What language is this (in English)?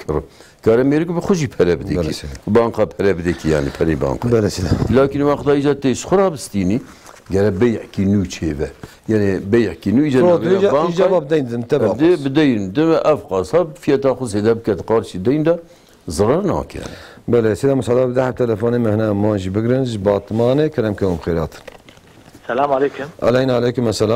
Kurdish